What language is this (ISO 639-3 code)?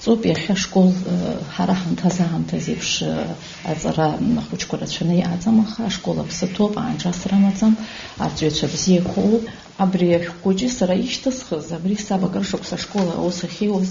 abk